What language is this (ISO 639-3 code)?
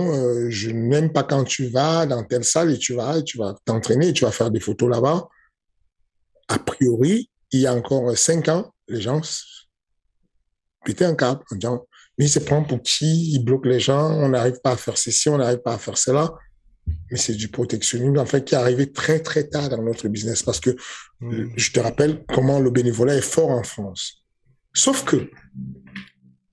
fra